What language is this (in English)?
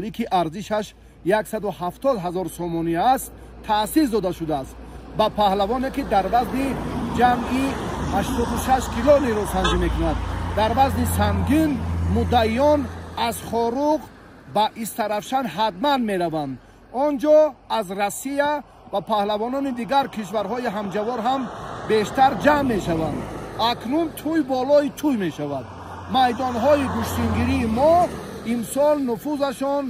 Tajik